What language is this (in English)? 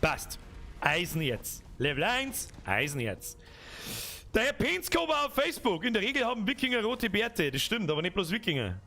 Bavarian